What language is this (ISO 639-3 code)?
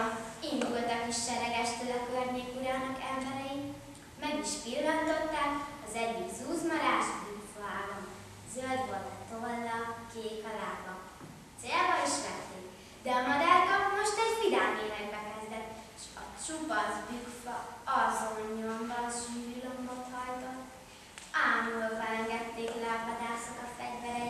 hun